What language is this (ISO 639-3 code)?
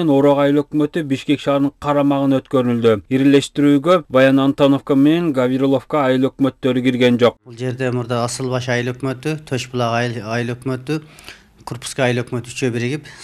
kir